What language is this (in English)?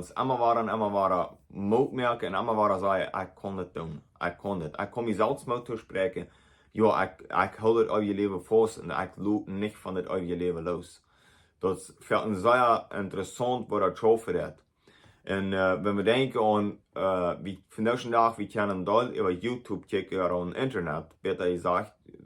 Plautdietsch